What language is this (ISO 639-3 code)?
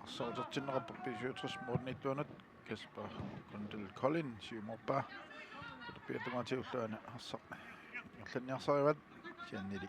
kal